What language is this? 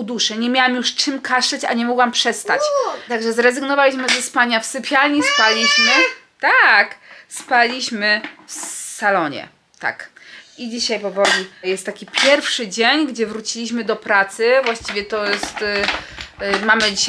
Polish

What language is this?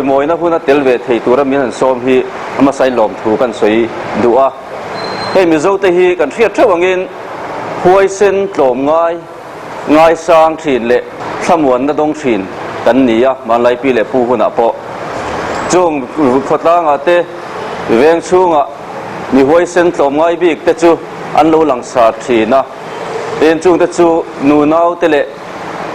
Mizo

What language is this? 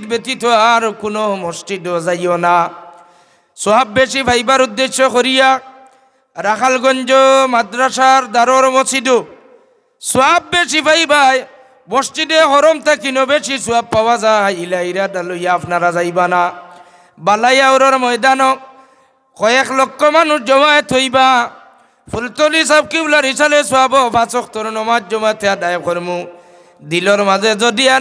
Sylheti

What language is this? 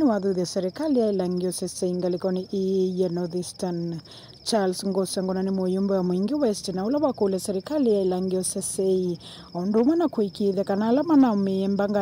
Kamba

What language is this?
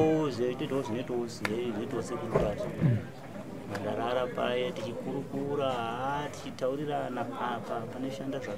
Shona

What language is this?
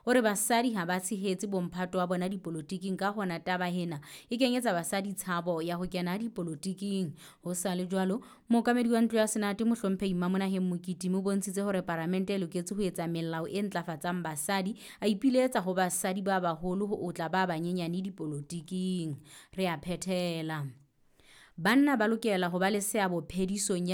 Southern Sotho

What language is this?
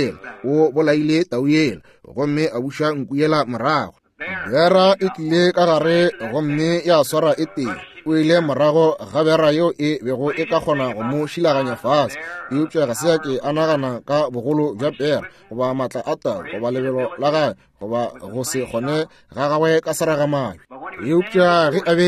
Northern Sotho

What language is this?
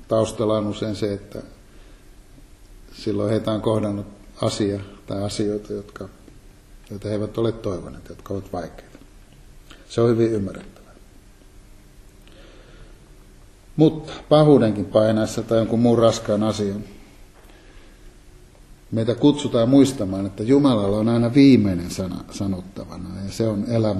Finnish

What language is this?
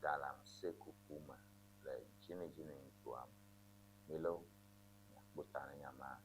Ewe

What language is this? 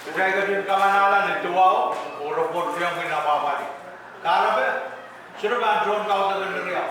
Pohnpeian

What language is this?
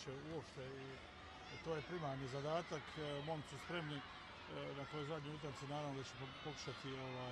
Bosnian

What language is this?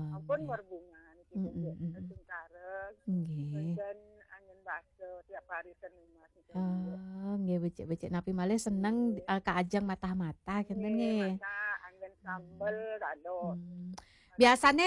Balinese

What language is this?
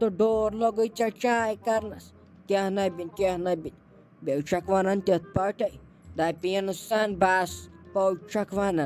Kashmiri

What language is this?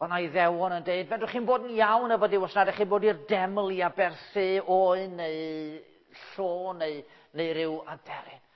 Welsh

